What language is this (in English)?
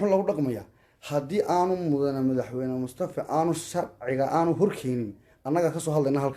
Somali